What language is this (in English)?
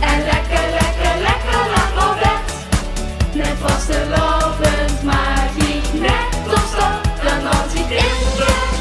Limburgish